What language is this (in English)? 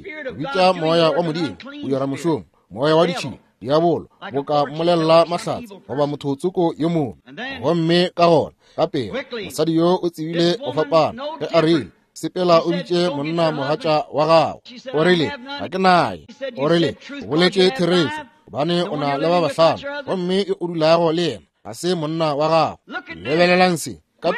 Northern Sotho